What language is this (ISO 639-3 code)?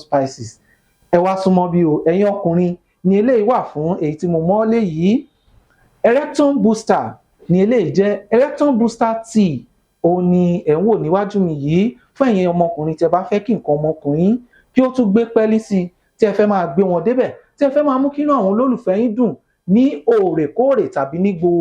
yor